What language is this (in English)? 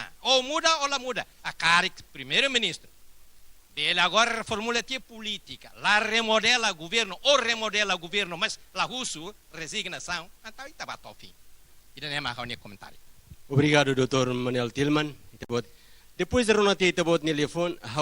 Tetum